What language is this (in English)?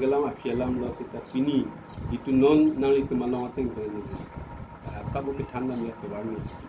Karbi